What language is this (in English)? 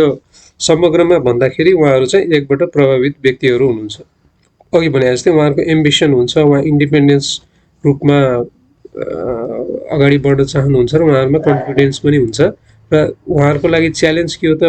Nepali